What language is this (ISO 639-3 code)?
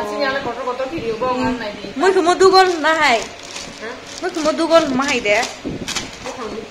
trp